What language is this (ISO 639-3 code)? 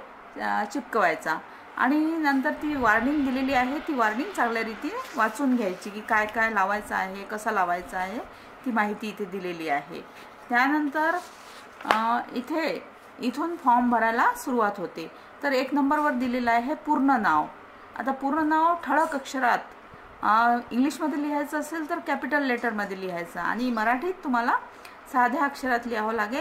mar